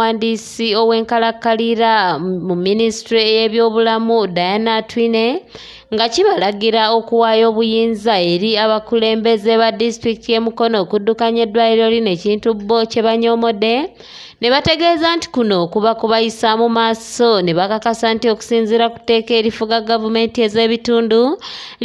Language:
Ganda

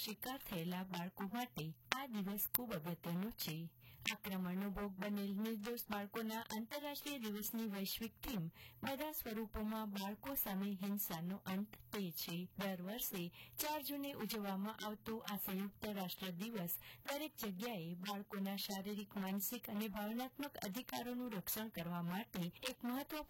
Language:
Gujarati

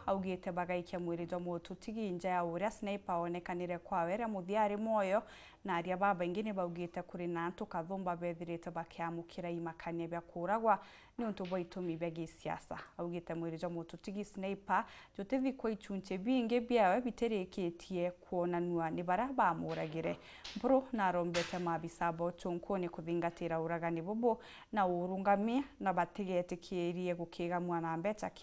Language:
Meru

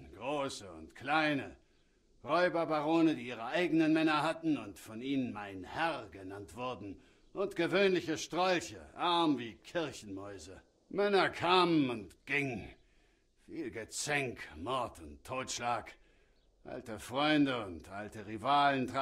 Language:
German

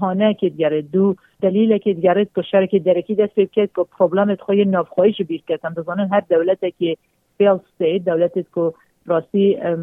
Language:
Kurdish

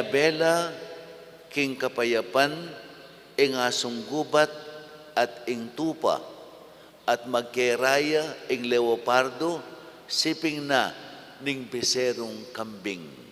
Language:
Pampanga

